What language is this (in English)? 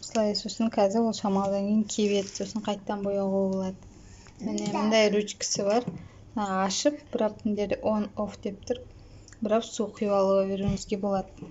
Kazakh